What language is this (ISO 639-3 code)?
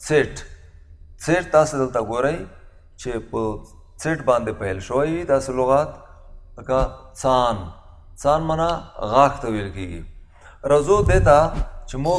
pus